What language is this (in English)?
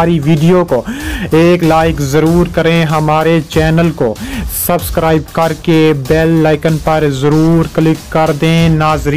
Urdu